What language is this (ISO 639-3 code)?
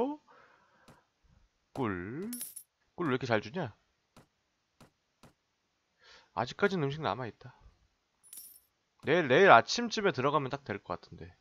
kor